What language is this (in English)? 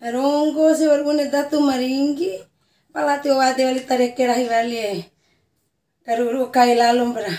Bima